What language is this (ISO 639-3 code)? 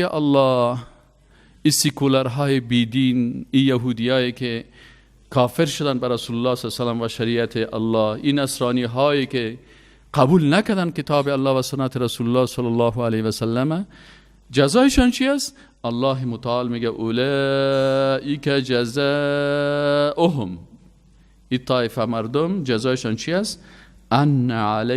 fas